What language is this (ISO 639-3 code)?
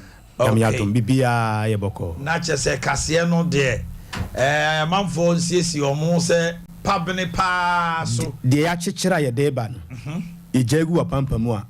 aka